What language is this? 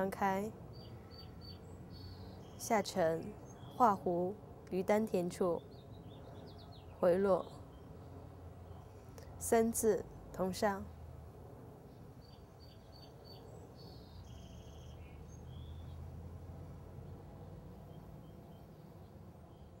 Chinese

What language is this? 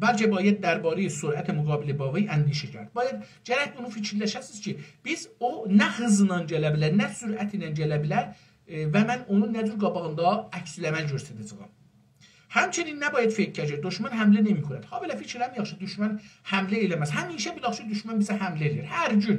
South Azerbaijani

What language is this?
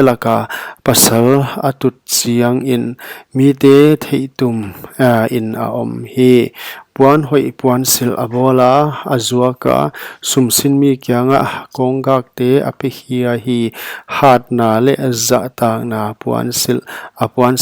Paite Chin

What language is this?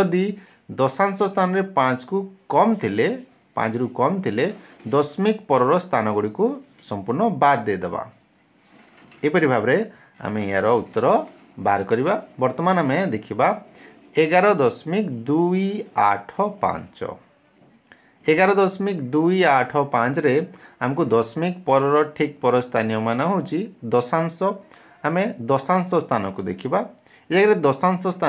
Odia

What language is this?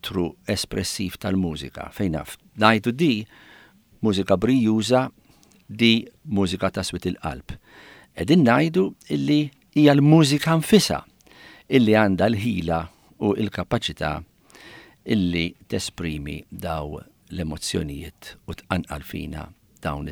Maltese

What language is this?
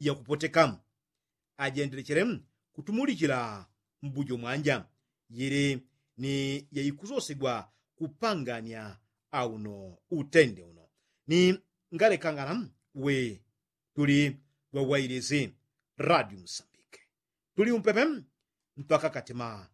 Yao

